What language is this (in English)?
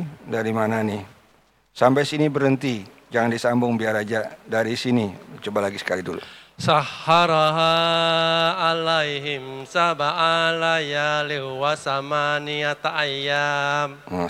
Banjar